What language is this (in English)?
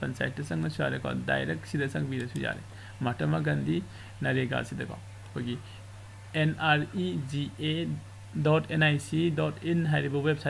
Manipuri